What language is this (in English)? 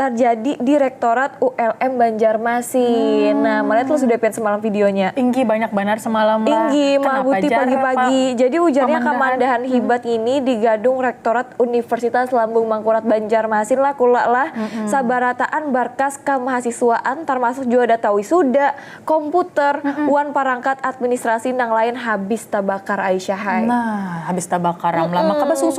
Banjar